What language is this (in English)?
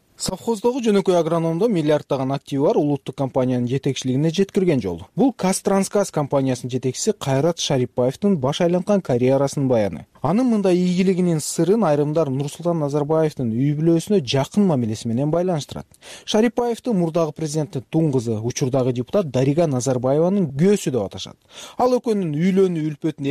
Kyrgyz